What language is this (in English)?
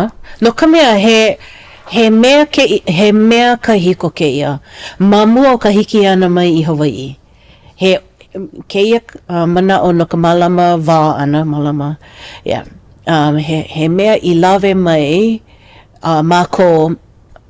Hawaiian